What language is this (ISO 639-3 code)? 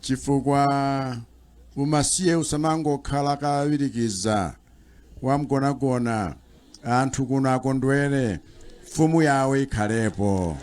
nya